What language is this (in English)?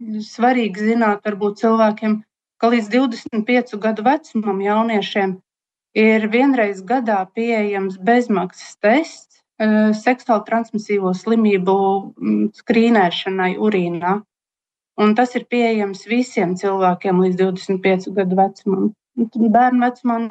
Latvian